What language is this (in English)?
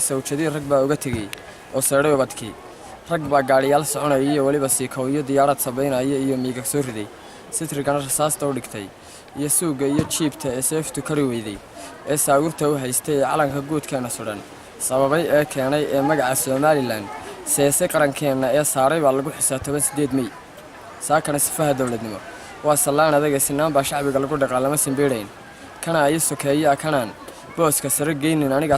Somali